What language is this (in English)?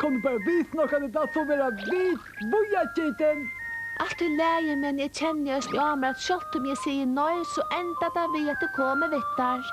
Faroese